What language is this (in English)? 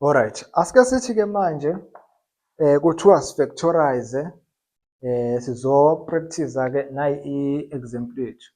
Zulu